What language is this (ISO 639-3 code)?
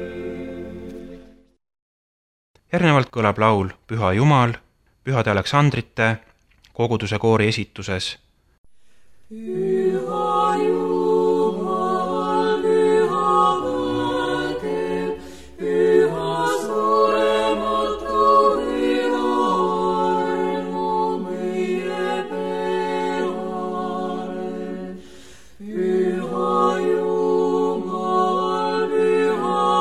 est